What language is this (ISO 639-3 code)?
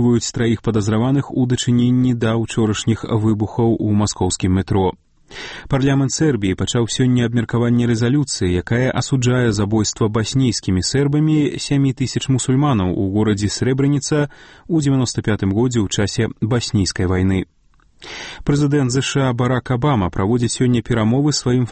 bel